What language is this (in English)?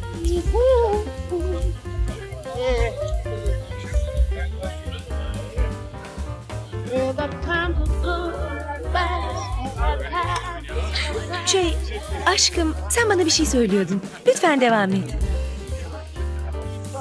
Turkish